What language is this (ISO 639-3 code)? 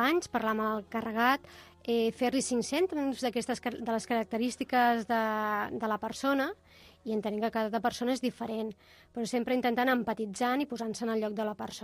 cat